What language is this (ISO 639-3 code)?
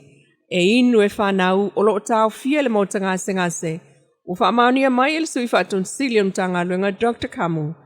smo